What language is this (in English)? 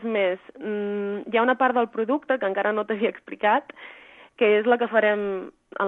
Catalan